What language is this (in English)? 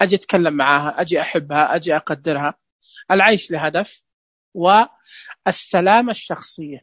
Najdi Arabic